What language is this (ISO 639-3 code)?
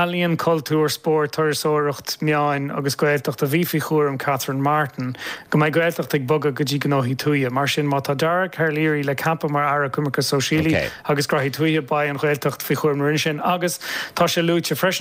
gle